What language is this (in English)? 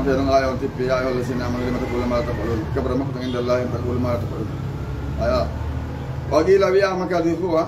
Fula